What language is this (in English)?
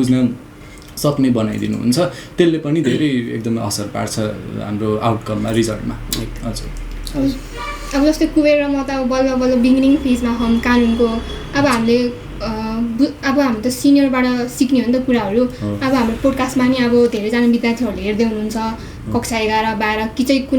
Nepali